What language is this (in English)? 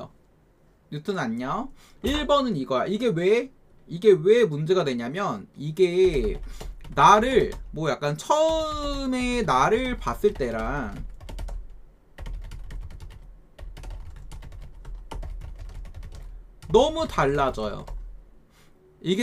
Korean